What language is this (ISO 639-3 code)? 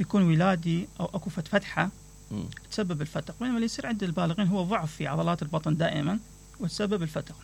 acm